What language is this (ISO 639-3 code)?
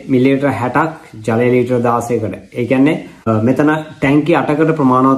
sin